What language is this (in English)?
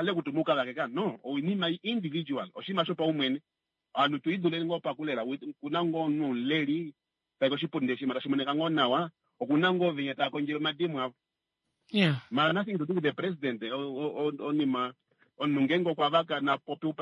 Kuanyama